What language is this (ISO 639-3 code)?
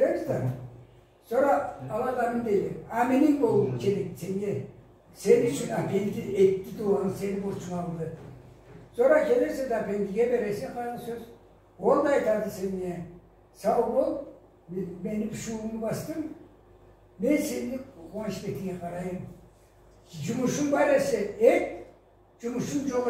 krc